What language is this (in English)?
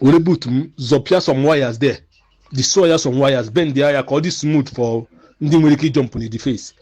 Igbo